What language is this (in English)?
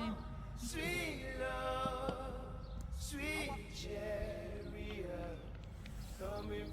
Samoan